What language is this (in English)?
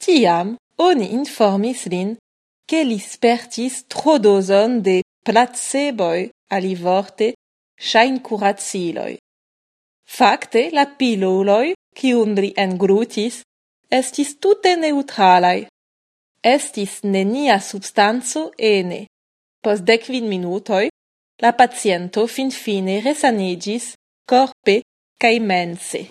Esperanto